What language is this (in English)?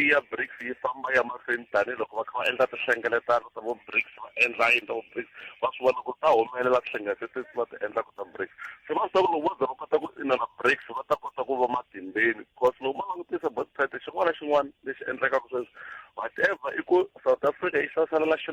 Tsonga